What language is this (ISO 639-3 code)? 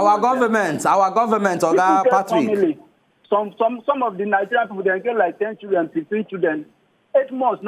pcm